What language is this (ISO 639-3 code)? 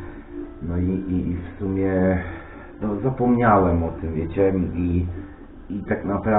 pol